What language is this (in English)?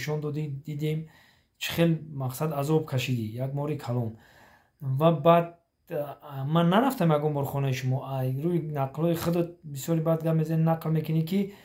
Tajik